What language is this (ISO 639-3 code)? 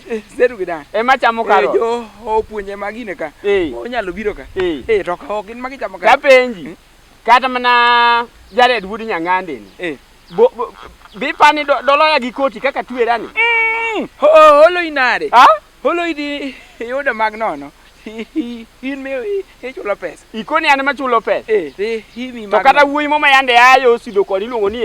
luo